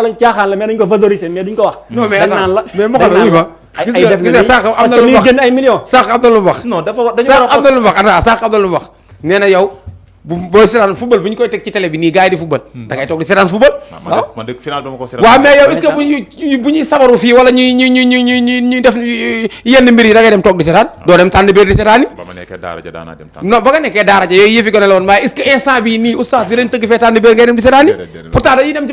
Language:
Wolof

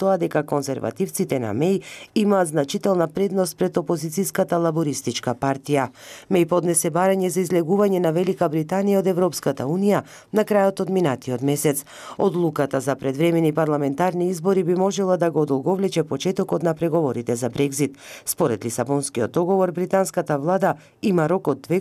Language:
Macedonian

